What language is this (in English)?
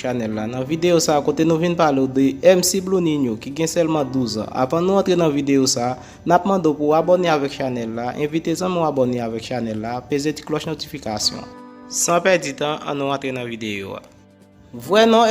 Haitian Creole